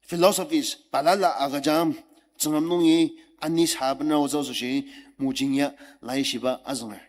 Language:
Ao Naga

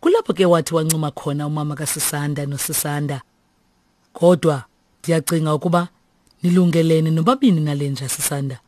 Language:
Xhosa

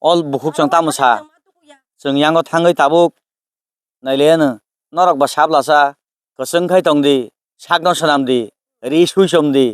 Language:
Kok Borok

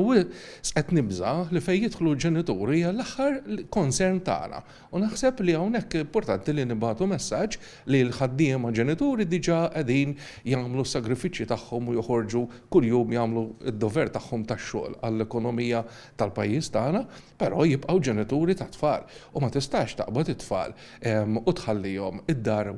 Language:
Maltese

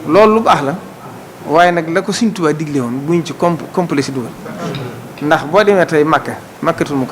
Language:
Wolof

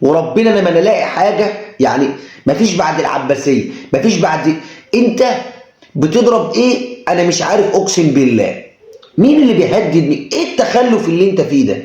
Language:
Egyptian Arabic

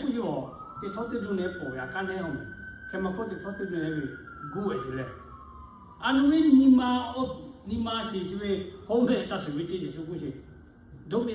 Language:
Lahu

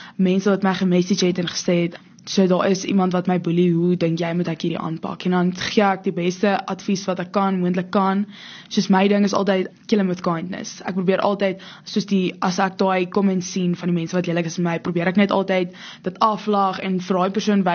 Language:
Afrikaans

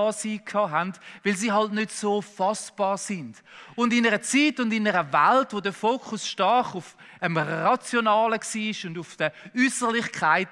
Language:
Swiss German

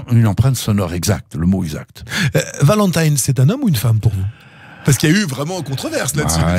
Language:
French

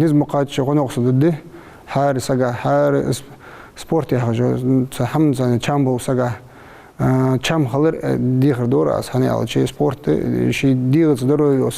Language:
Ingush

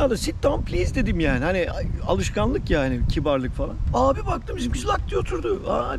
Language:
Turkish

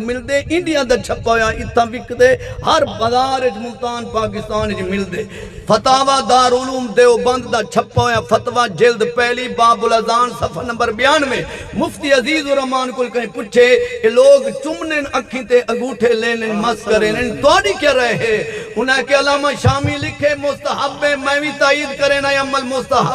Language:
Saraiki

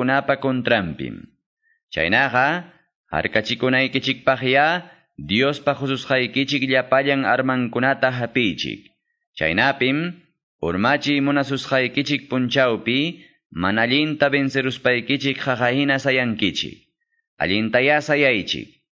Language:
Quechua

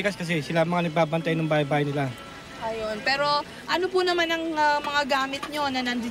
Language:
Filipino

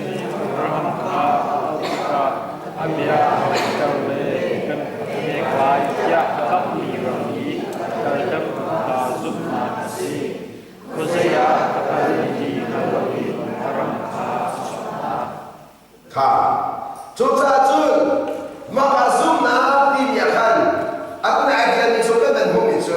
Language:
Hakha Chin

